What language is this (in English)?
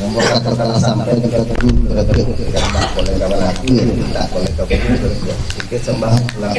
Minangkabau